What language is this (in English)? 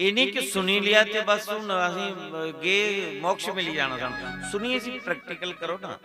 Dogri